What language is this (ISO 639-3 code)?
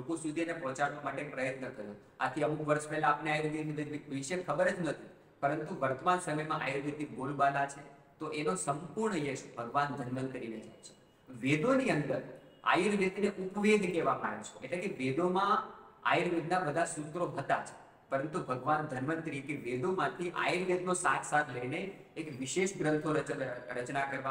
guj